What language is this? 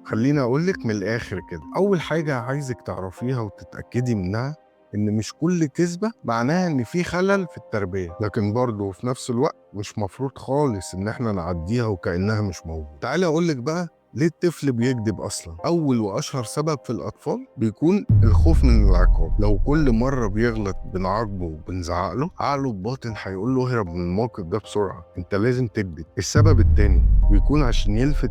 Egyptian Arabic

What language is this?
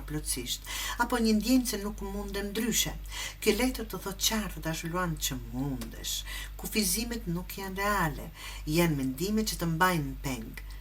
Albanian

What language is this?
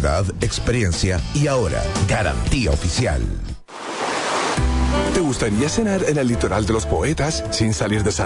Spanish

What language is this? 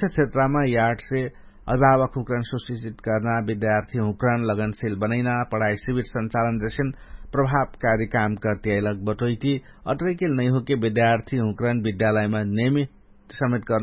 Dangaura Tharu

